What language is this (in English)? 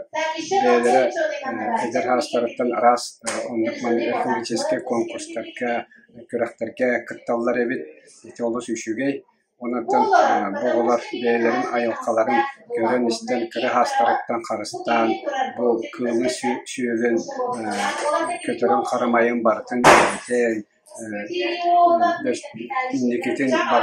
Yakut